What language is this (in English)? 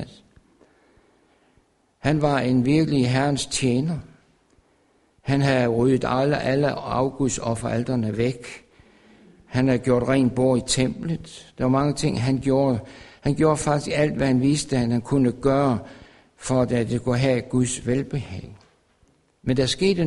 Danish